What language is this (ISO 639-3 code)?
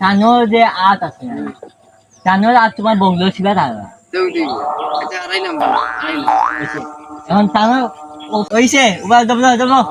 syl